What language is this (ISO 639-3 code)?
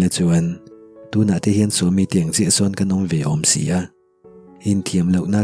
lus